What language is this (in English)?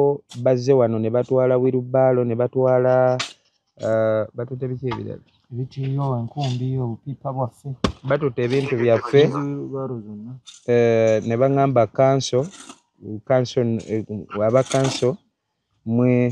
Ganda